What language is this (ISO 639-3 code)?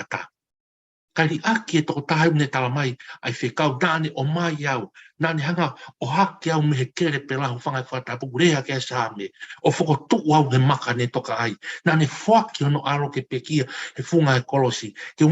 ton